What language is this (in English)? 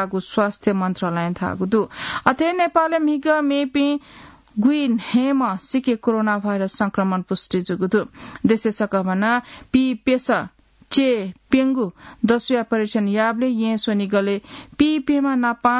Newari